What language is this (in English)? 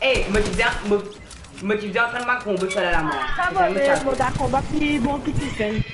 Morisyen